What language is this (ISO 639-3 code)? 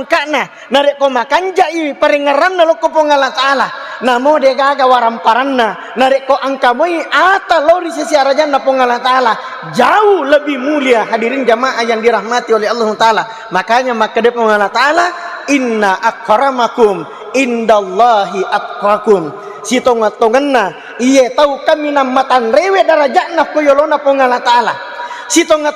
bug